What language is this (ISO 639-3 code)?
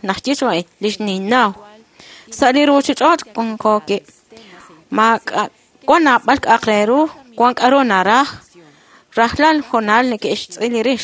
kek